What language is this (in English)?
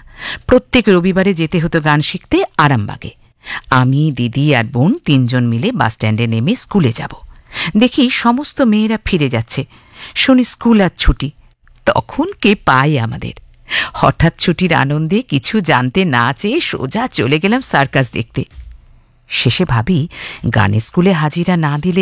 Bangla